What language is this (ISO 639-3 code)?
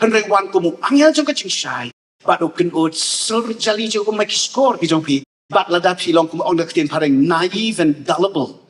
kha